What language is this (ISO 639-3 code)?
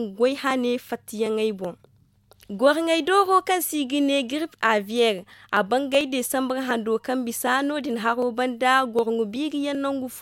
dje